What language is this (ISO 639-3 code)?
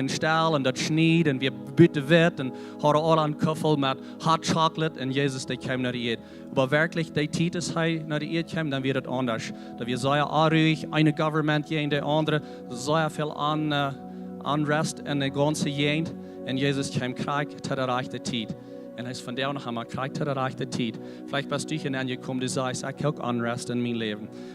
pdt